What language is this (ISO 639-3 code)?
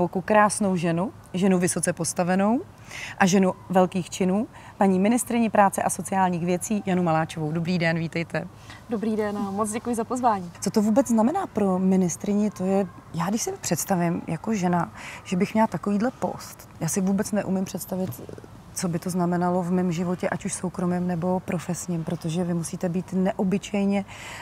ces